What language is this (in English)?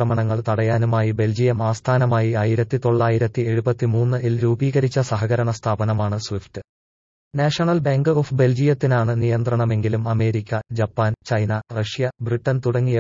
Malayalam